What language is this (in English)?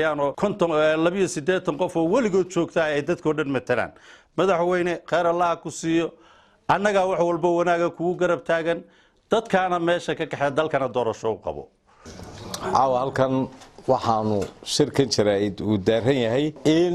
Somali